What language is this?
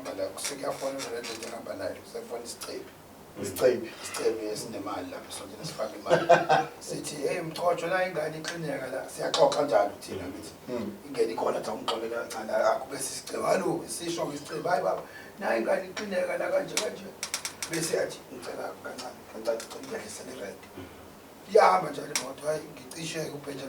Zulu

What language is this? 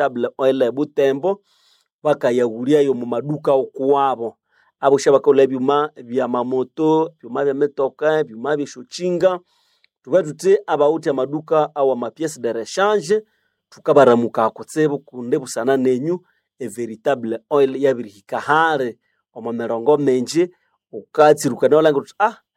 Nande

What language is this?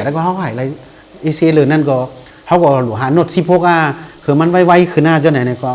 Shan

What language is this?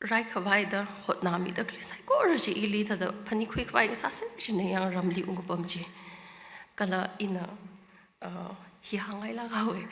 Tangkhul Naga (India)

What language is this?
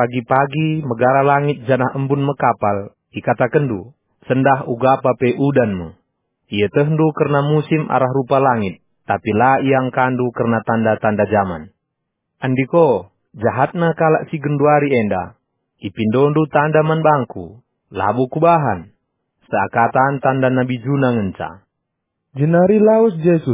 Batak Karo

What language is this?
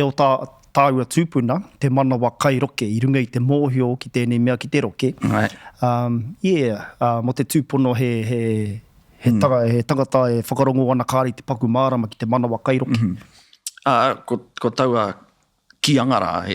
Māori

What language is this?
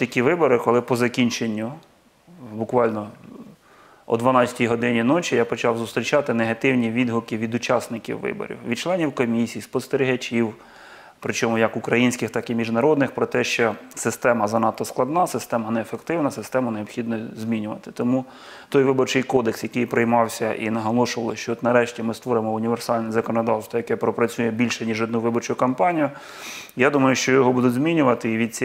Ukrainian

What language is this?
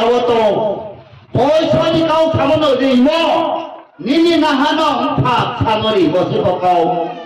Riang (India)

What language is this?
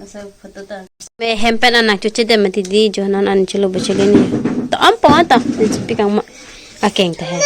Karbi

